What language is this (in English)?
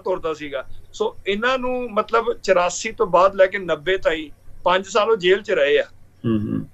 Punjabi